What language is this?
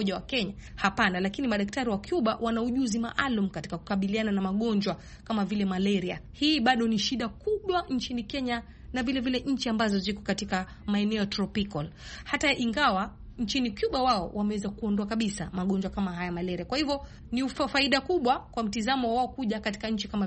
Swahili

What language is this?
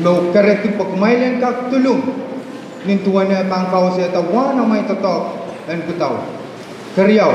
Pohnpeian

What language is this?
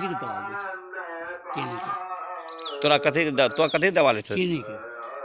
Angika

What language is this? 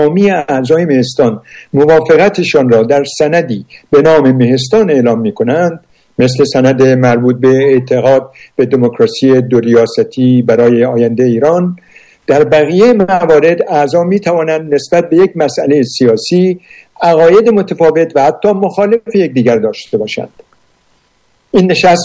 Persian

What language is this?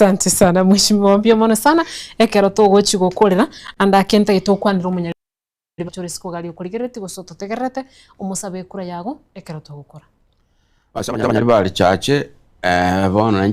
Gusii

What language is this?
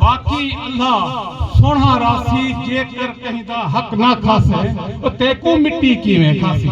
Saraiki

